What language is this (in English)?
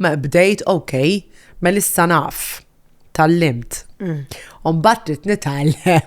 Maltese